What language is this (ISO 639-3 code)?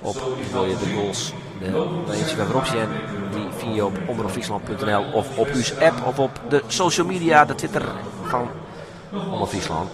fry